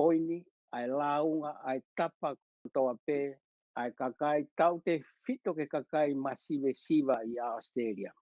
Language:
Tongan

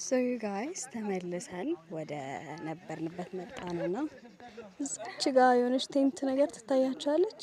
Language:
Amharic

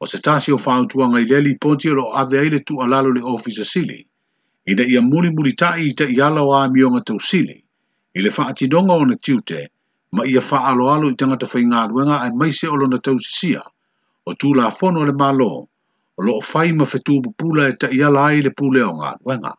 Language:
Samoan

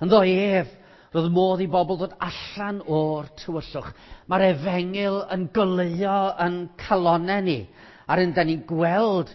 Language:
Welsh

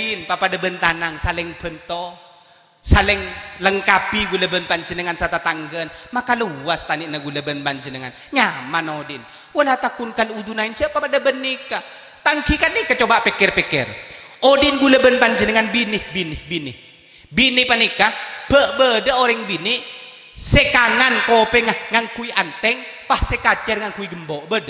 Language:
Madurese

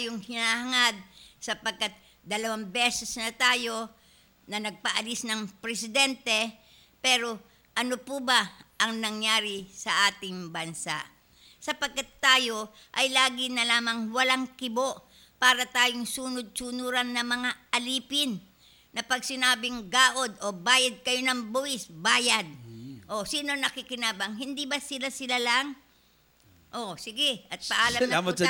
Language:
Filipino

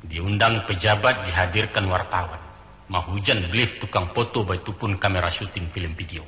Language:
Minangkabau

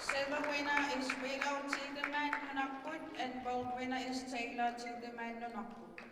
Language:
Kalaallisut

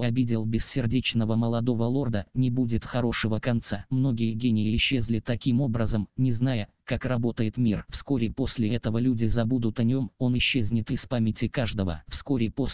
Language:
Russian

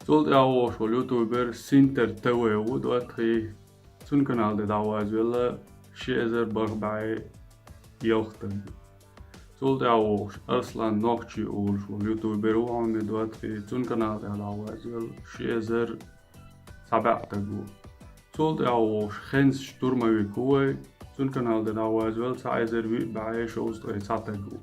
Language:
Chechen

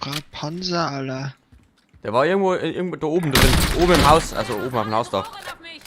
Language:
Bavarian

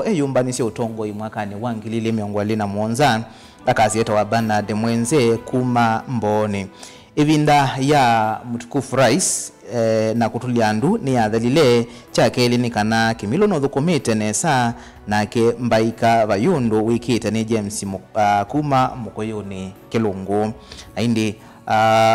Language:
Kamba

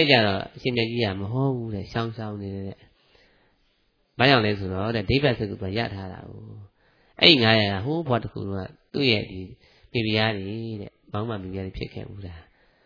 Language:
Burmese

